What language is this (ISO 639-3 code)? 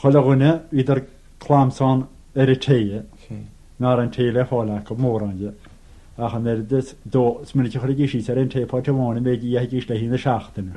gle